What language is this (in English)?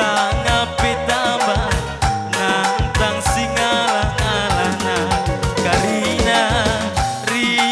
Batak Karo